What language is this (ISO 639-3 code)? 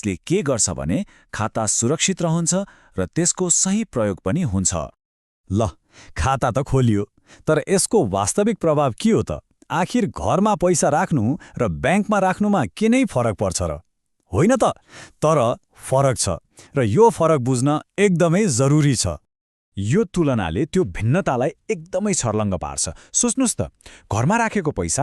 nep